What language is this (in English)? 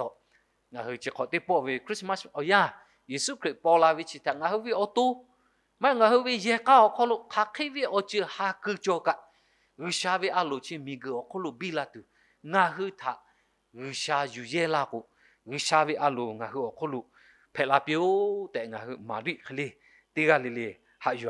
Lahu